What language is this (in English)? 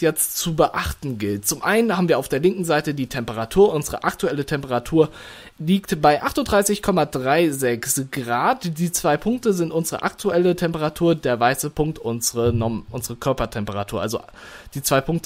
German